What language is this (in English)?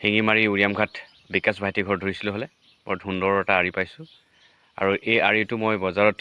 Assamese